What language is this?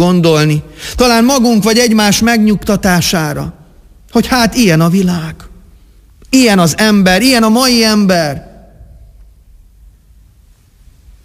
Hungarian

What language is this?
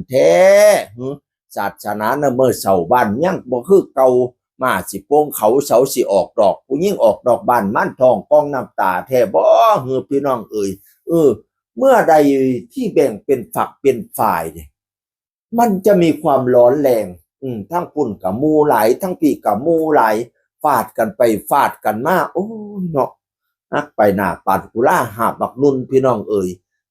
Northeastern Thai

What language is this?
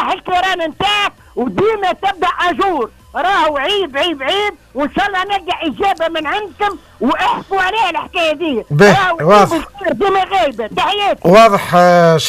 Tunisian Arabic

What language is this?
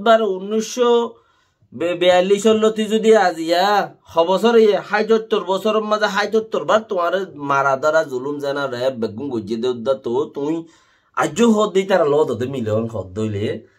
Rohingya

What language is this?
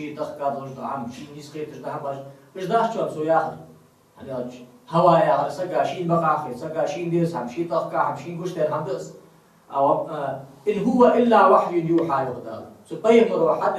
Ingush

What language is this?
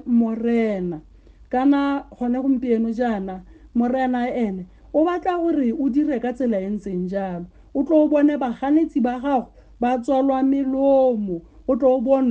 Tswana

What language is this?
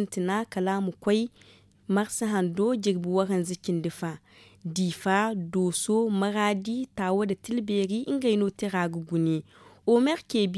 Zarma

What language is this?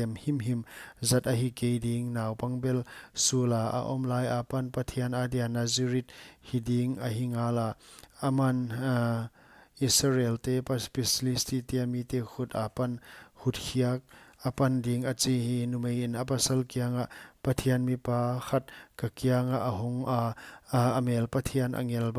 Paite Chin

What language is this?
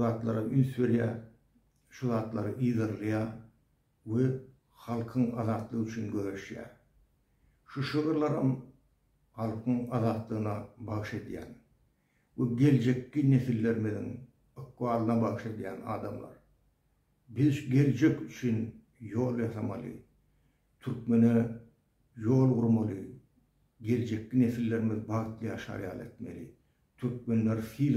Turkmen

